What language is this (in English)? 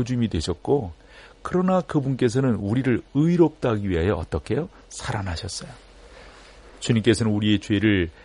Korean